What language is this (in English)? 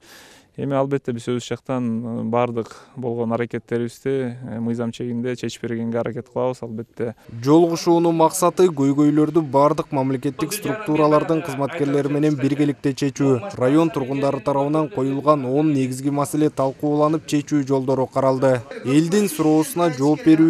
Kyrgyz